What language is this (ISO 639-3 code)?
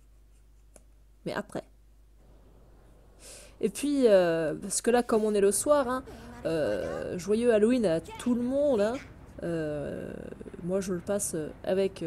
fra